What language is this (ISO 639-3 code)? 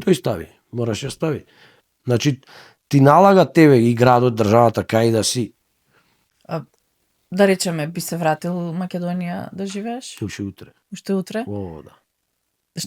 mkd